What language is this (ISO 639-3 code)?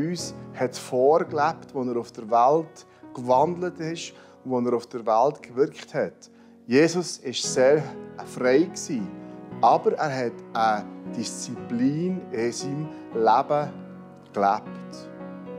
gsw